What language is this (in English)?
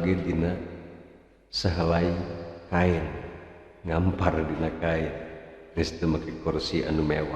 Sundanese